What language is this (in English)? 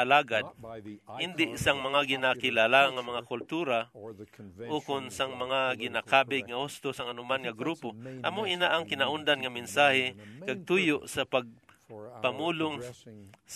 Hiligaynon